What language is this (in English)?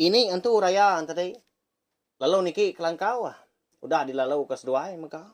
Iban